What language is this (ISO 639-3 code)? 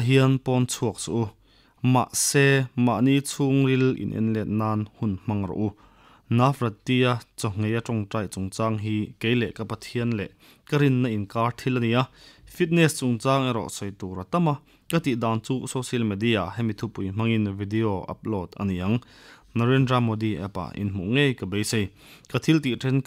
lus